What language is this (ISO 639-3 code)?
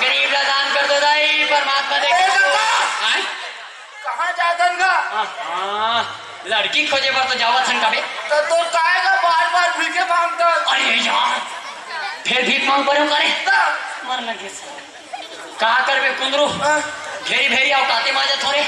hne